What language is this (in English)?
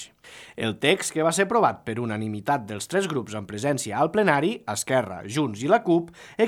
Catalan